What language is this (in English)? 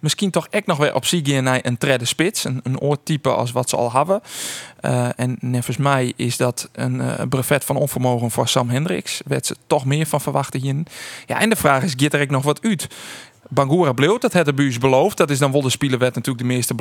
Western Frisian